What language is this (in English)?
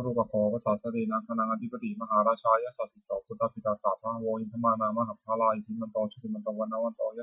Pali